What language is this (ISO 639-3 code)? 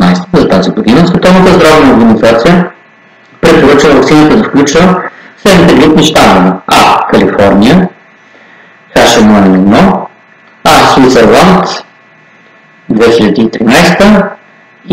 bul